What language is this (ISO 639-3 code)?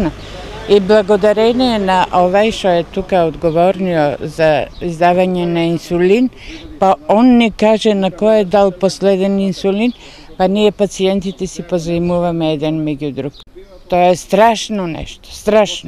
mkd